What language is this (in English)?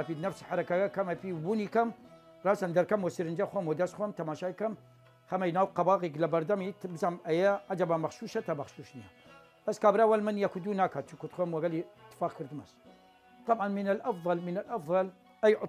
Southern Kurdish